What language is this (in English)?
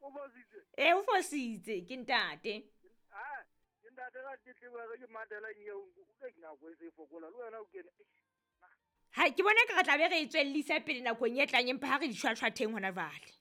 Southern Sotho